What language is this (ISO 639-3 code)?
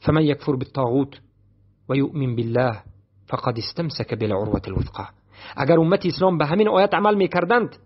fas